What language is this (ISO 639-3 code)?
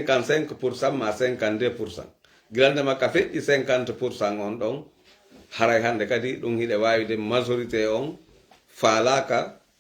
fuf